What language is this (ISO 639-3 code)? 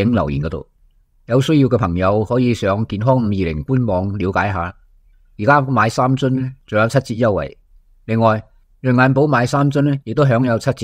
yue